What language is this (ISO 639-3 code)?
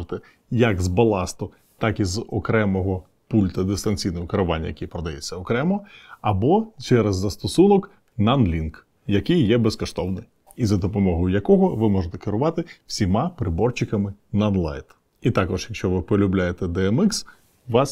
ukr